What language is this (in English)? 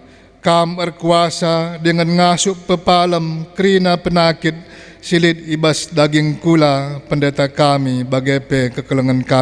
Batak Karo